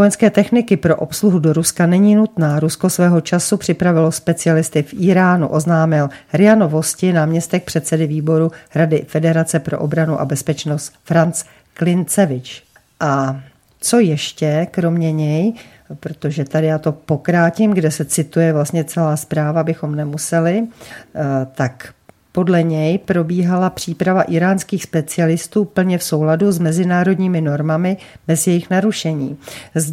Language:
Czech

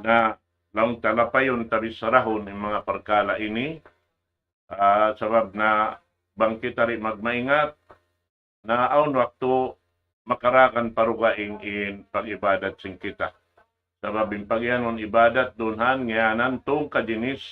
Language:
Tausug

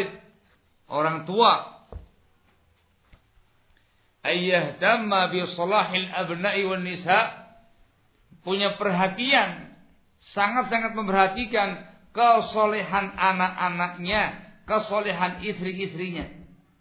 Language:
Indonesian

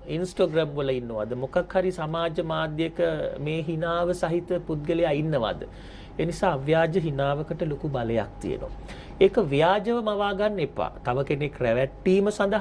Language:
Sinhala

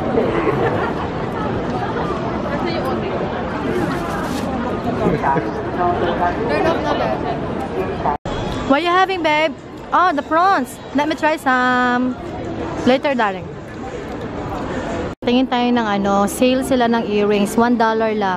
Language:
Filipino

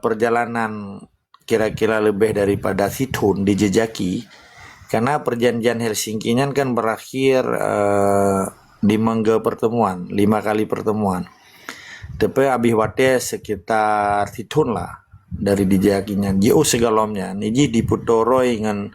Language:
Achinese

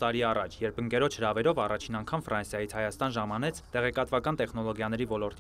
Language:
Armenian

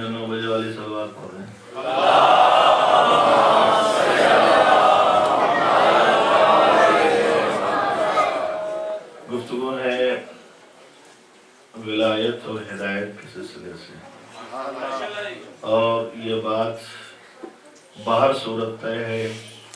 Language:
Urdu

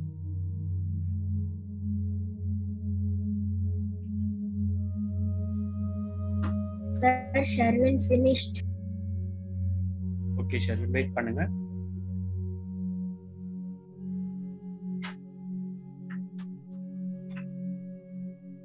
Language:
Tamil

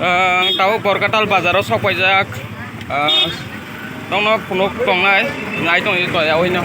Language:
Kok Borok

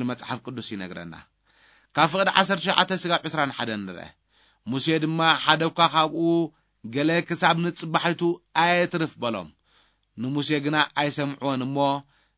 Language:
Tigrinya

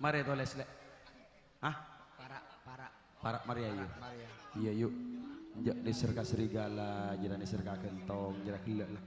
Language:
Madurese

